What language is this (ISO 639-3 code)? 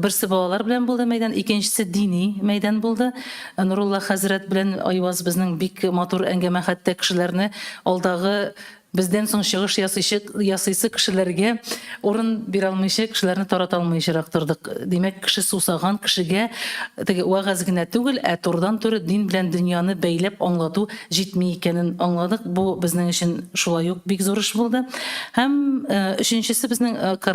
tat